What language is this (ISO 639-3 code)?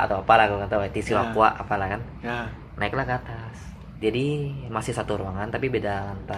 ind